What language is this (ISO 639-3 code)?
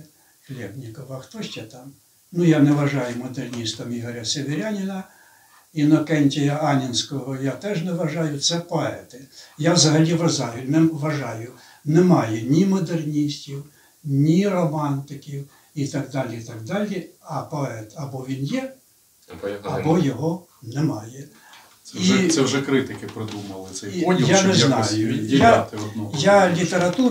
ukr